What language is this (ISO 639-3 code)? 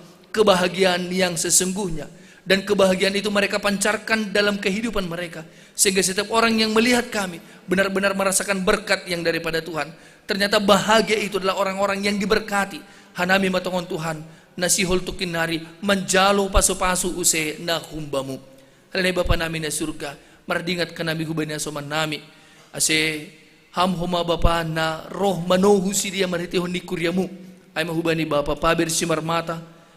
bts